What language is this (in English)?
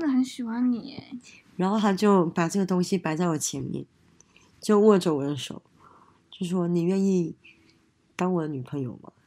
Chinese